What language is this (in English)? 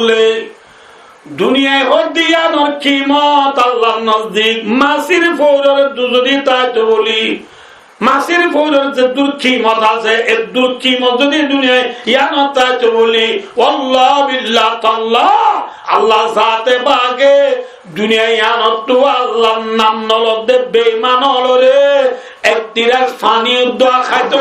Rohingya